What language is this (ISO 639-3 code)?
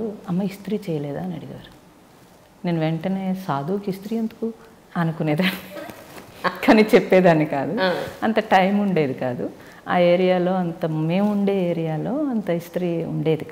tel